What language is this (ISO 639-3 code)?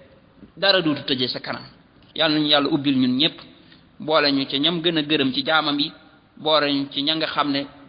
wol